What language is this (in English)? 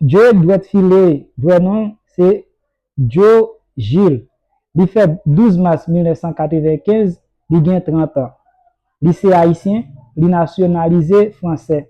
Haitian Creole